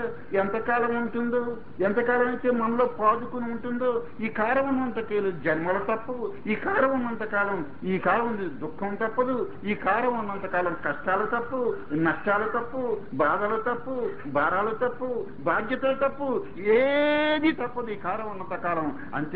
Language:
Telugu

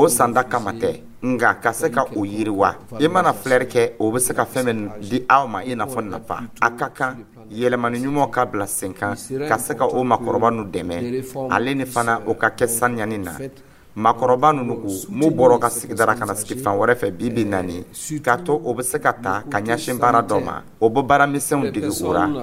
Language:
Dyula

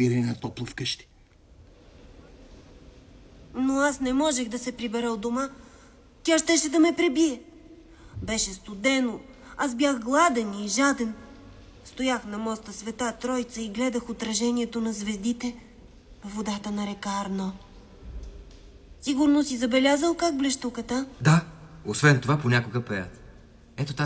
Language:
Bulgarian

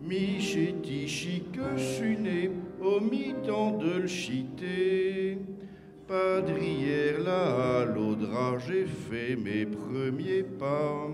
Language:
Picard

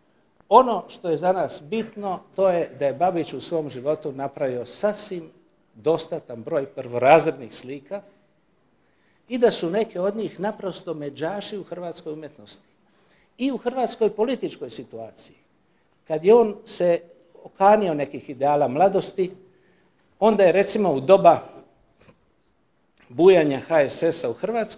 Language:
Croatian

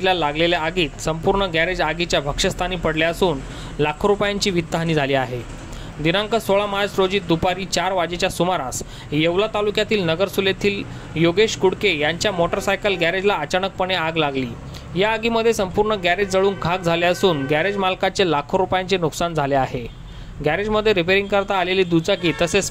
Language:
Marathi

